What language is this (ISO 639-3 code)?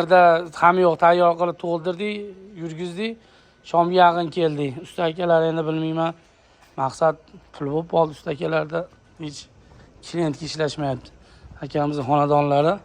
uzb